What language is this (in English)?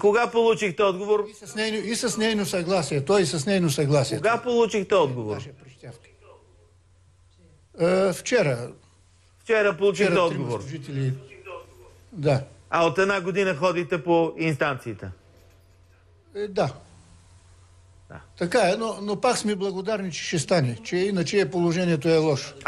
Bulgarian